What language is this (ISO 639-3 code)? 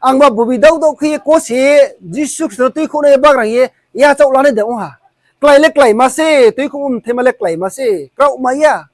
ria